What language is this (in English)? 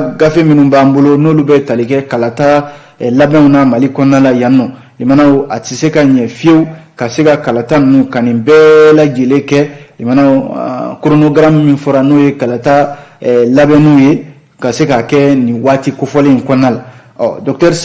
Bambara